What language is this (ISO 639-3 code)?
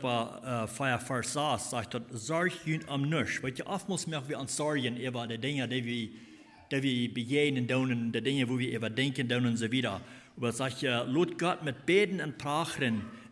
pdt